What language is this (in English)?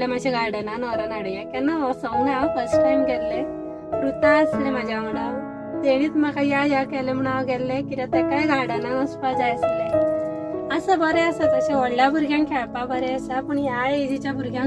Konkani